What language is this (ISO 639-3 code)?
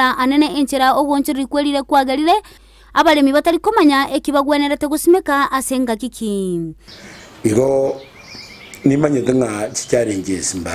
guz